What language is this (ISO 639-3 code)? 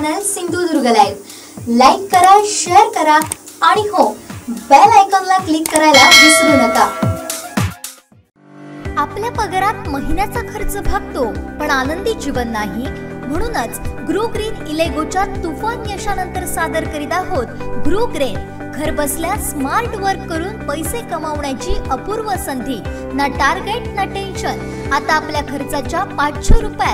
mar